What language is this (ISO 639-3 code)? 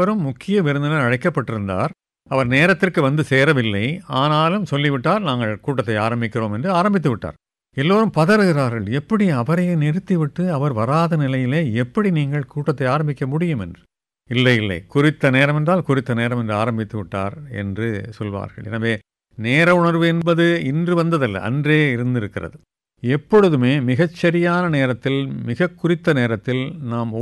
tam